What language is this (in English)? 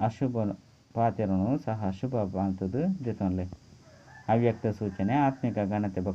Tulu